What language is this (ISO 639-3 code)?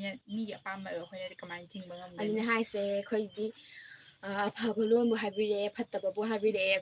mni